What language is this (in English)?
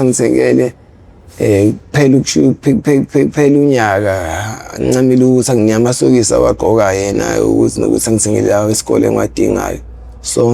Zulu